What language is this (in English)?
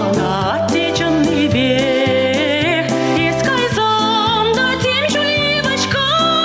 Chuvash